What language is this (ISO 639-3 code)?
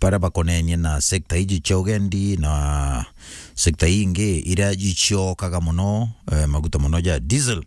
mer